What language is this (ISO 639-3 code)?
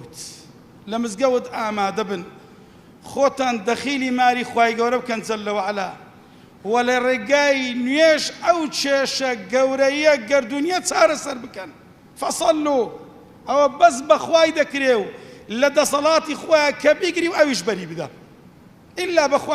ckb